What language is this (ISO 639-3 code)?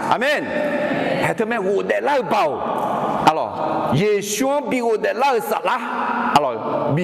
ahk